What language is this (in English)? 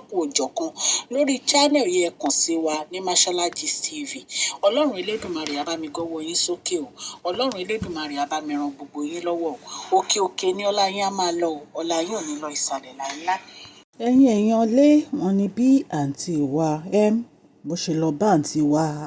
Yoruba